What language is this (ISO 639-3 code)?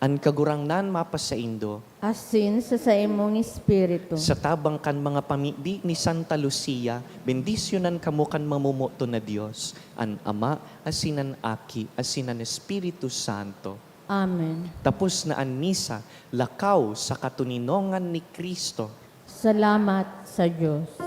bik